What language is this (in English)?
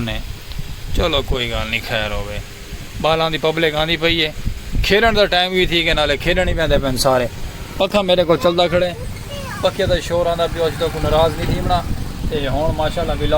Saraiki